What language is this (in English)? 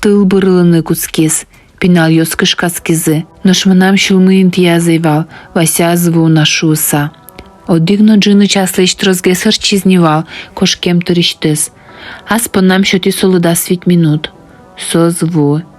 Udmurt